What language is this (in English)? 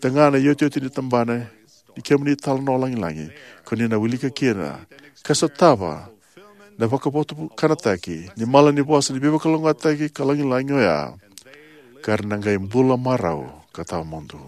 Fijian